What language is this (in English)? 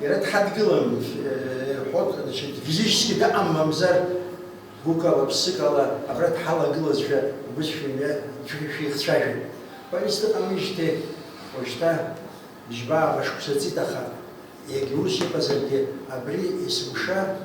Abkhazian